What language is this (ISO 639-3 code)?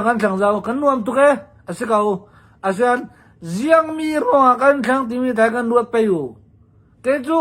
cnh